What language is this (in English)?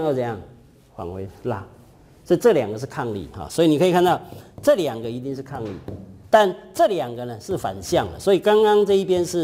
Chinese